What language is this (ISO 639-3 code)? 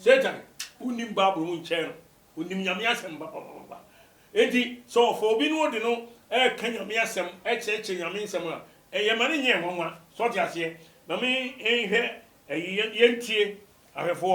aka